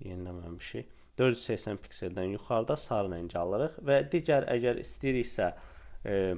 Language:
Azerbaijani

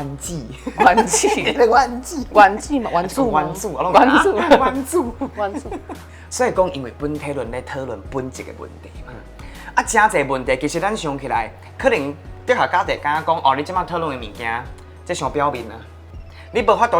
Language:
Min Nan Chinese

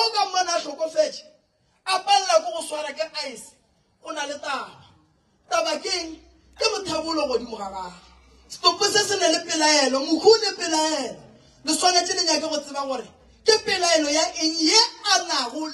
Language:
Northern Sotho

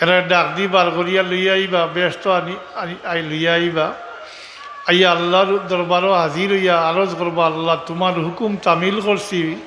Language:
Sylheti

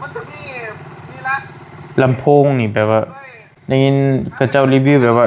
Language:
Northeastern Thai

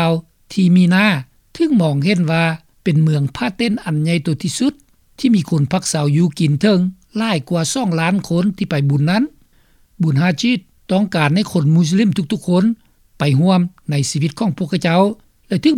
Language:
Lao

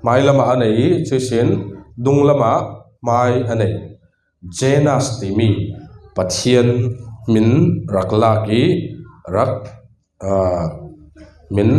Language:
Falam Chin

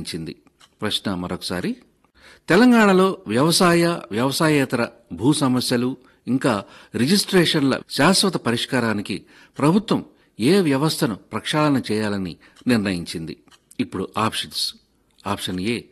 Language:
Telugu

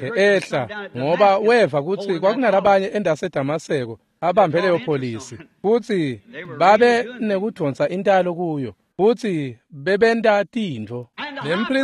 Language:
Swati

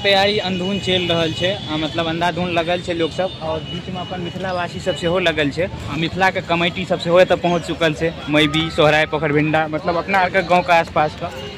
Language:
Maithili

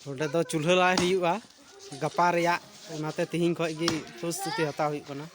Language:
Santali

